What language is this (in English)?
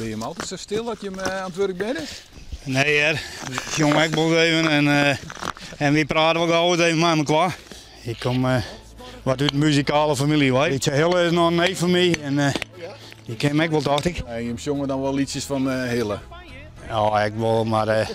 Western Frisian